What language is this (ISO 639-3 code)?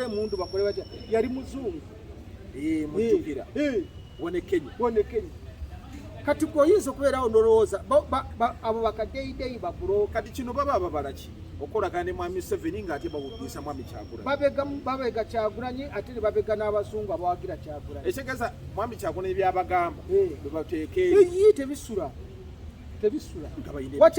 lug